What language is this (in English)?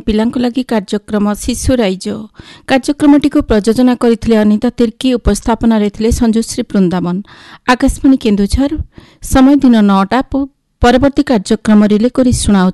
Odia